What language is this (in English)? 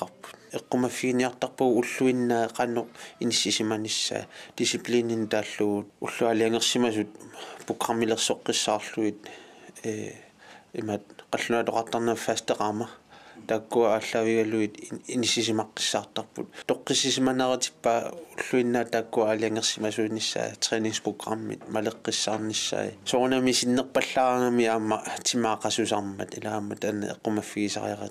Kalaallisut